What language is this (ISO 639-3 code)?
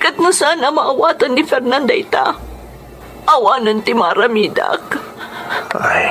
ilo